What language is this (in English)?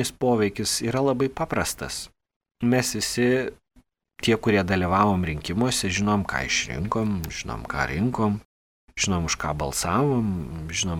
Lithuanian